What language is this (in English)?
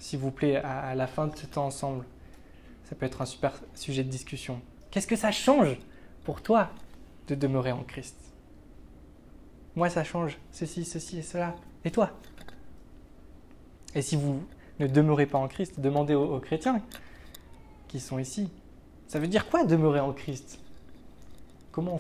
French